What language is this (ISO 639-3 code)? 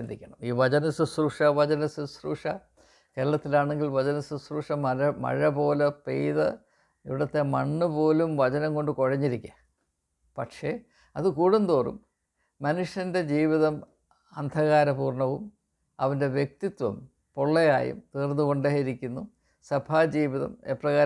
mal